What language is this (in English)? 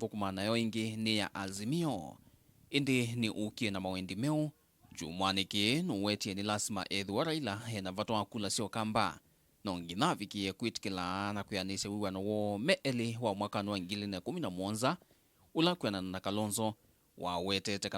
Kamba